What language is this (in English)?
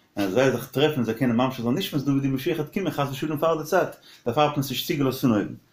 Yiddish